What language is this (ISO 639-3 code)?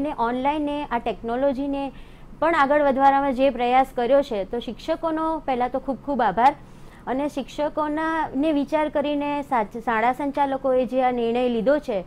guj